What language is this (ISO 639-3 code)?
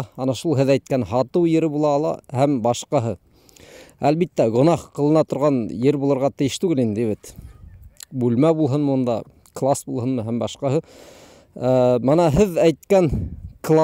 bak